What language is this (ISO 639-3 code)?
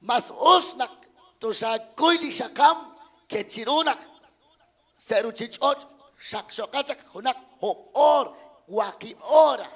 kek